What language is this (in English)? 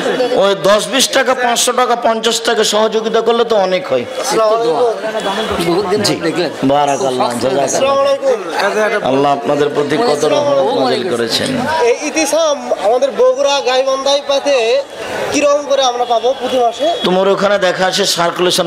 Bangla